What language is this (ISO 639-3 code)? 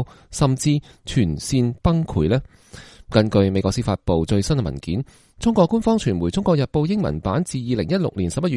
yue